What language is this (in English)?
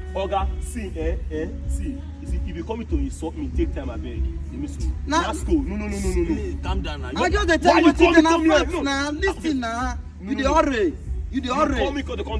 Nigerian Pidgin